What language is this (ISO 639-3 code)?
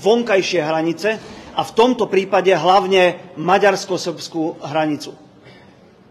slk